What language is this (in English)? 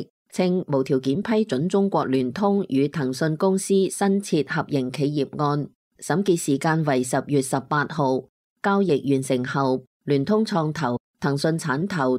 Cantonese